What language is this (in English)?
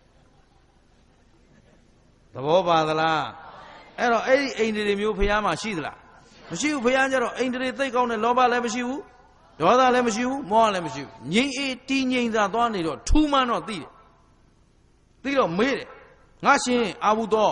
Burmese